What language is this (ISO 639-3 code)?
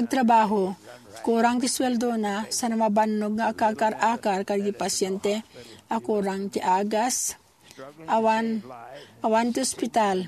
ilo